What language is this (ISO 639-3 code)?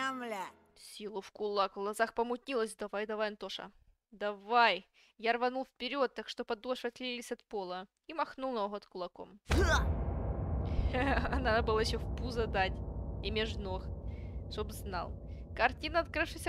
rus